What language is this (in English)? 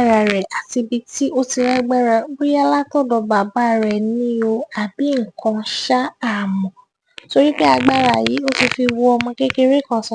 Yoruba